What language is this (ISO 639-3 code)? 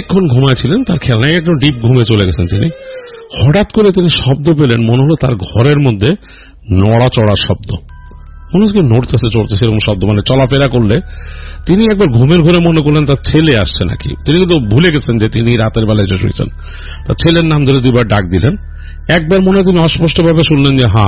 ben